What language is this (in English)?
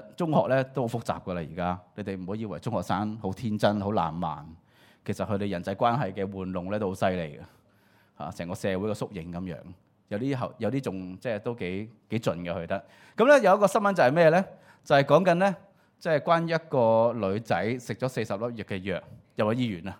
Cantonese